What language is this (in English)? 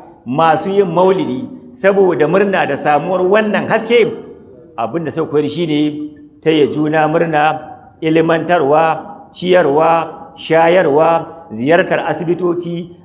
Hausa